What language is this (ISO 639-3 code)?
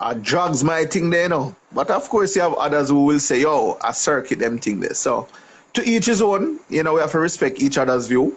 jam